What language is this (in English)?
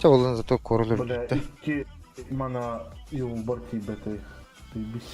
Yakut